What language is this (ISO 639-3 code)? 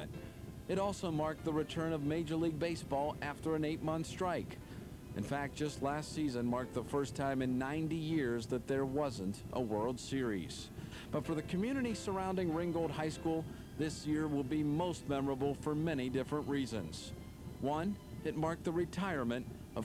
eng